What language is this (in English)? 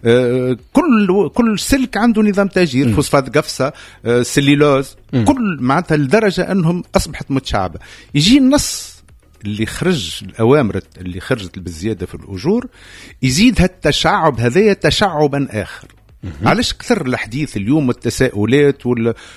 Tunisian Arabic